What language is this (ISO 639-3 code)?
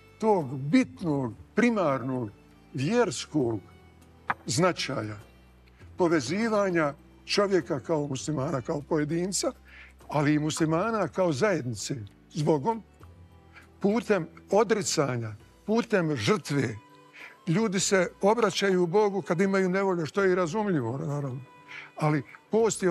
bos